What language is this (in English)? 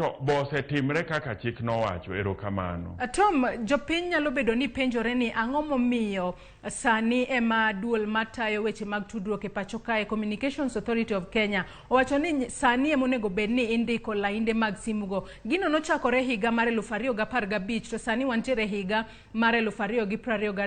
Luo (Kenya and Tanzania)